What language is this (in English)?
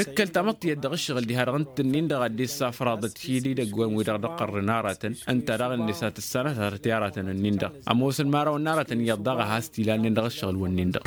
Tamasheq